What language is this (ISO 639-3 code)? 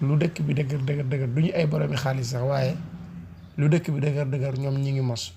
wol